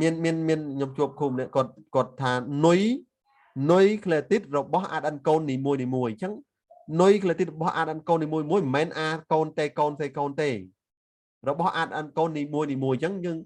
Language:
Khmer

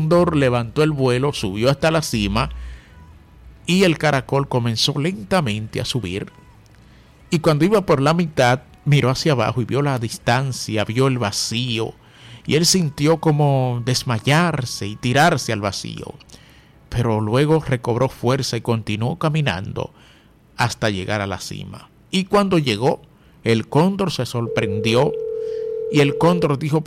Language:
Spanish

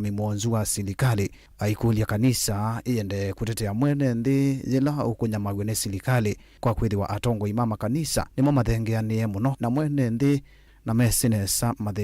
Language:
Kamba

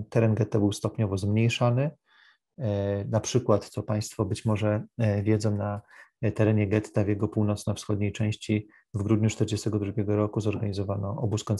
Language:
Polish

